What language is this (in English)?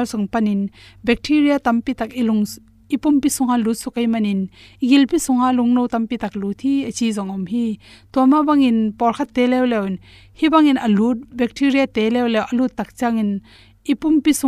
Tedim Chin